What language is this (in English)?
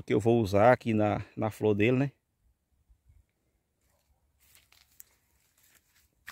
Portuguese